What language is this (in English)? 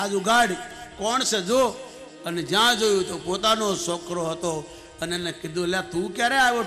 Gujarati